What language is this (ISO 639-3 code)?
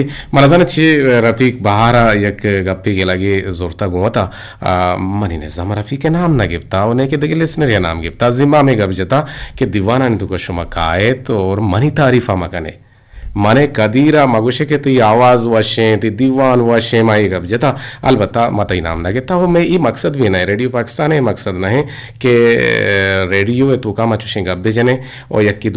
bgp